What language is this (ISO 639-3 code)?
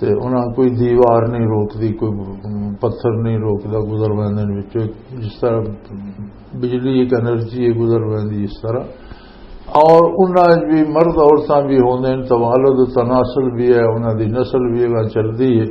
lah